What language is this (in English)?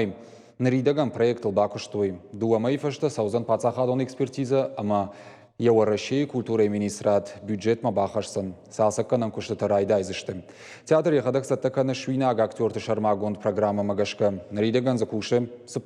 Ossetic